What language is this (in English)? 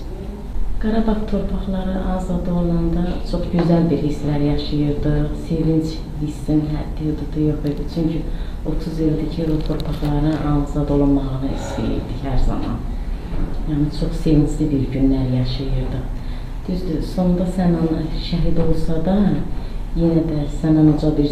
Azerbaijani